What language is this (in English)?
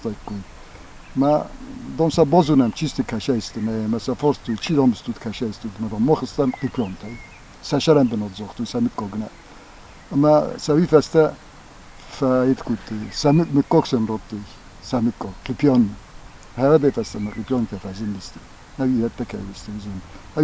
Ossetic